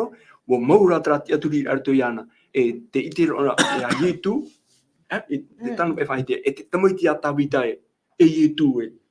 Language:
Tahitian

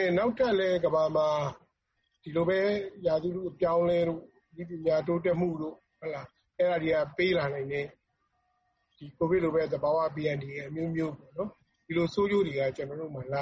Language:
Burmese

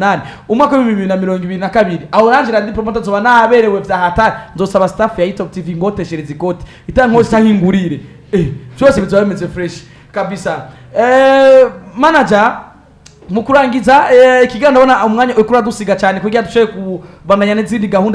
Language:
Rundi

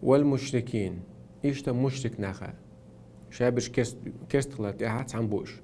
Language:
Chechen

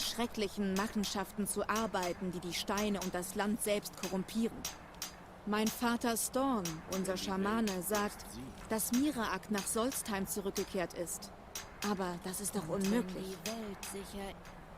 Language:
Swiss German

